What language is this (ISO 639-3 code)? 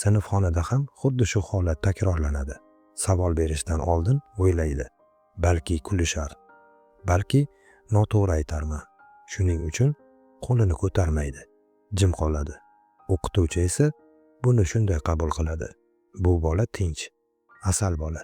uzb